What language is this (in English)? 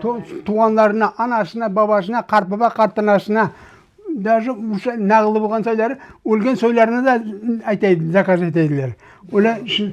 Crimean Tatar